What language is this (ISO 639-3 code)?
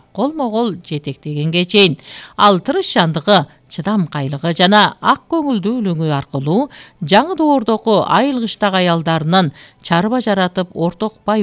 kir